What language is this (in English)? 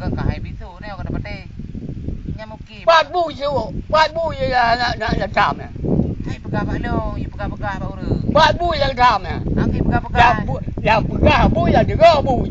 Achinese